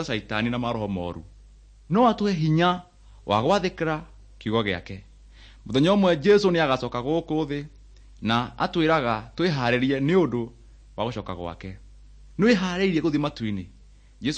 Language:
Kikuyu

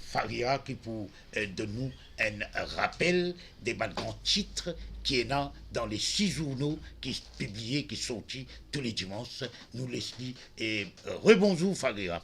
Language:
Morisyen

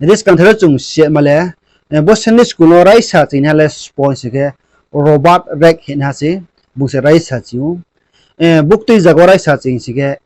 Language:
Riang (India)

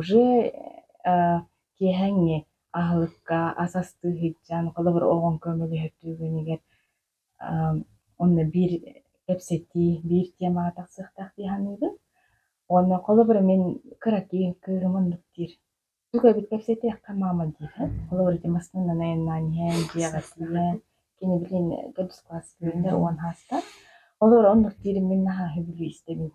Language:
Yakut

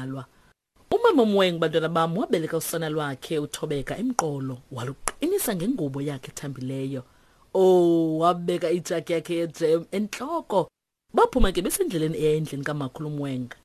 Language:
Xhosa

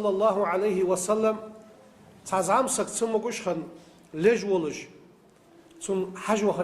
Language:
Ingush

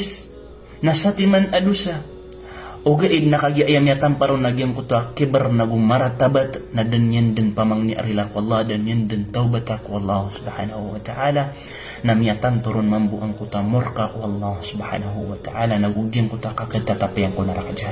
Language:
Maranao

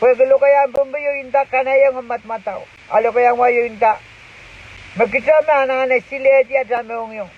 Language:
Pohnpeian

